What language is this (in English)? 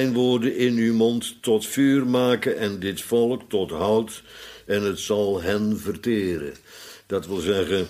Dutch